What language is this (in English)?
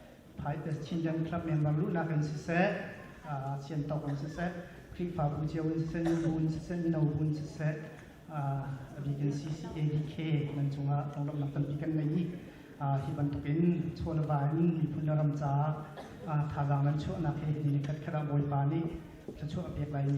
Hakha Chin